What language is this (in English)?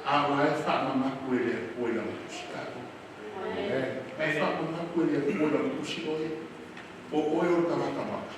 Samoan